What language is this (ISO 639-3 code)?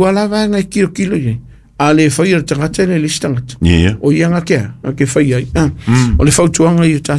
smo